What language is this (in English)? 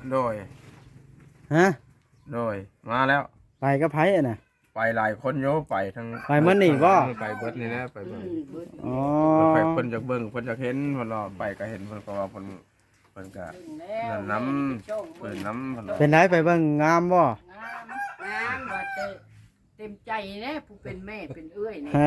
Lao